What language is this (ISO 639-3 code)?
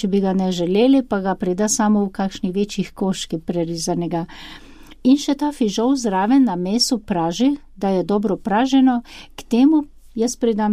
slv